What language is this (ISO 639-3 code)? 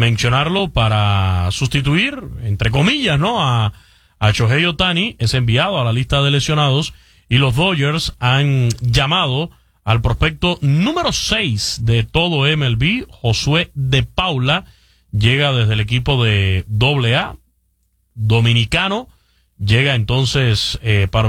spa